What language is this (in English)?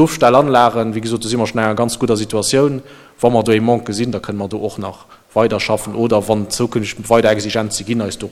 Luxembourgish